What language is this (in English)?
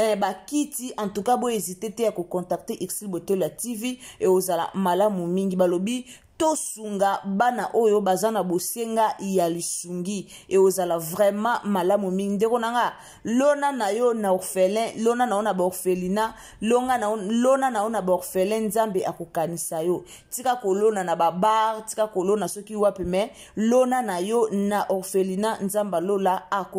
Lingala